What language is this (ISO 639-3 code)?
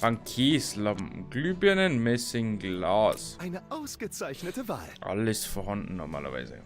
bar